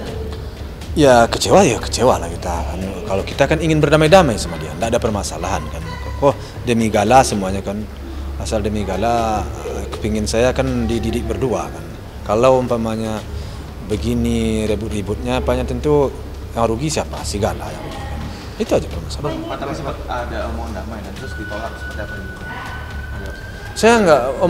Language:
Indonesian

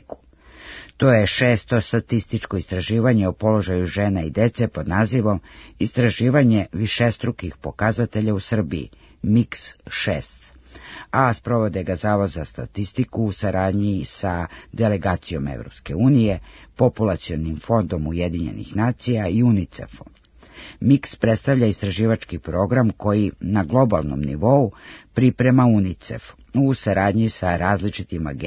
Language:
Serbian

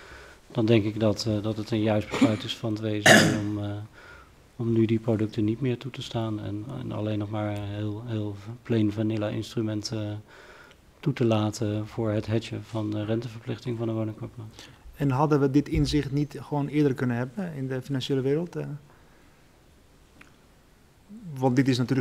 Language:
Dutch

